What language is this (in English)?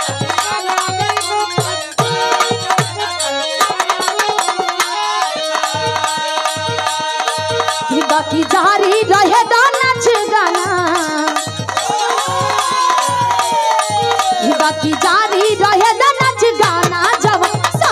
Bhojpuri